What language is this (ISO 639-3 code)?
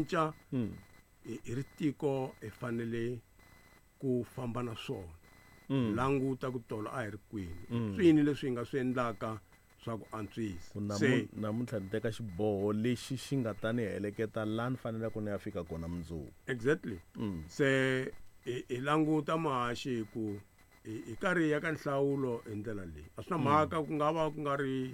tso